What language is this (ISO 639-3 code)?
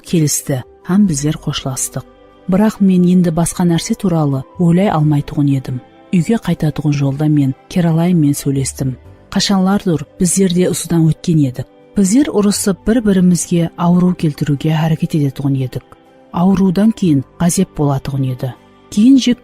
kaa